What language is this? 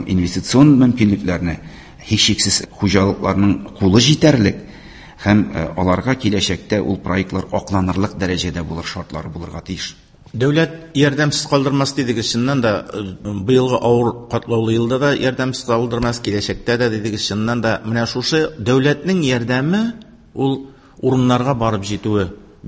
Tatar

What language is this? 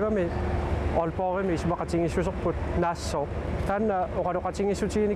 Kalaallisut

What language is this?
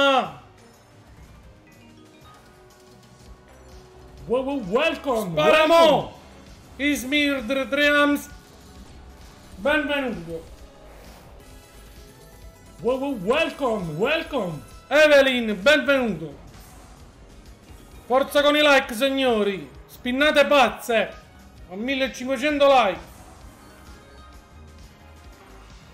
Italian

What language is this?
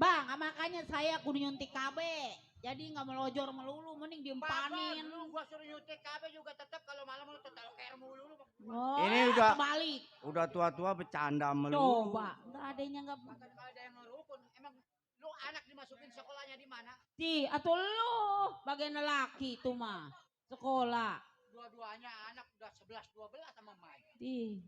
Betawi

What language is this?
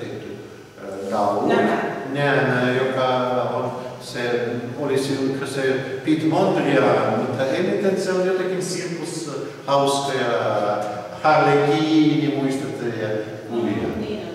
Finnish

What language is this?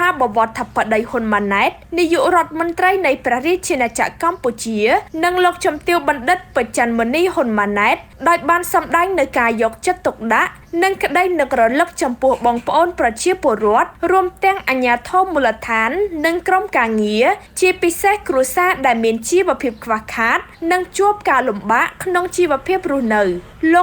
Khmer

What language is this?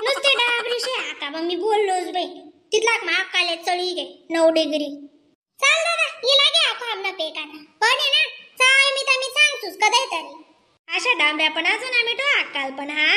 Khandesi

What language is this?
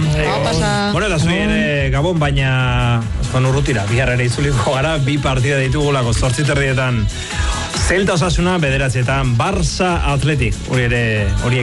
Basque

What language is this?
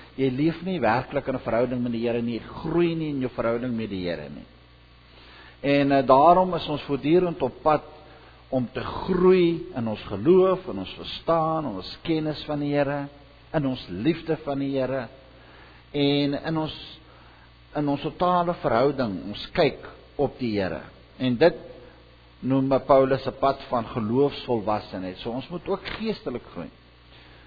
Afrikaans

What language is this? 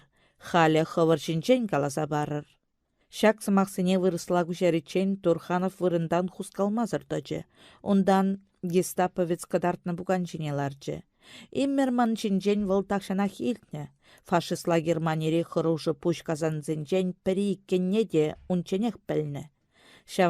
Chuvash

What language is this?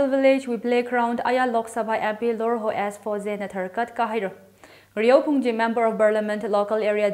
Tangkhul Naga (India)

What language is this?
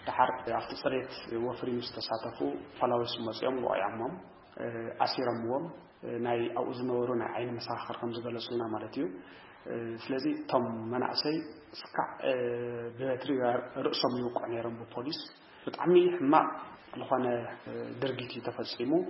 Tigrinya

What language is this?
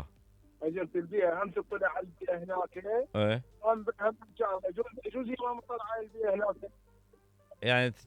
Mesopotamian Arabic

